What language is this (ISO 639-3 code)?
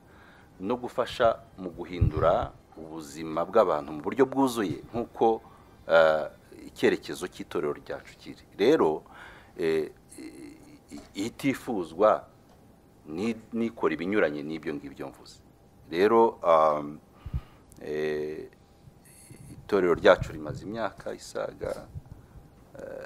kin